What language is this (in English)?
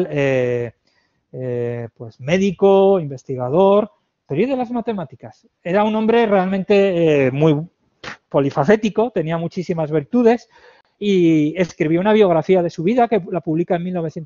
Spanish